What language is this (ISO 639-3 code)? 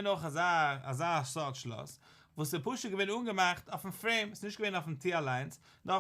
yid